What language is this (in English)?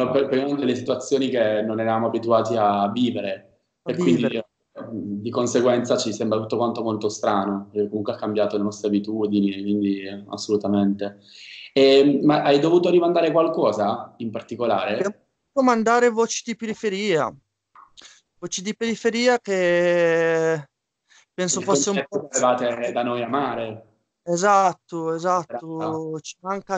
Italian